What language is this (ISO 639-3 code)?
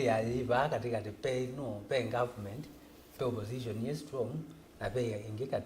kam